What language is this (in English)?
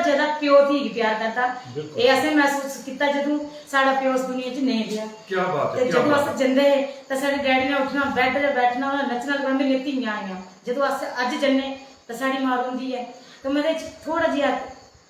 Dogri